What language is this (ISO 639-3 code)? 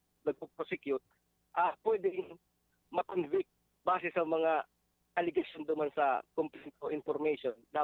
bik